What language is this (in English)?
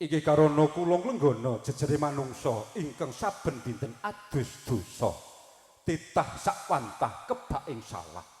Javanese